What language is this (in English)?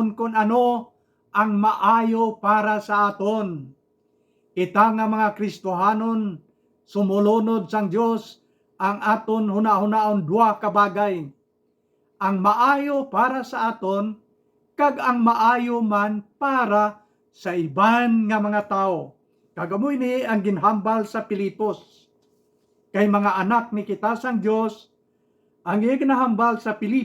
Hiligaynon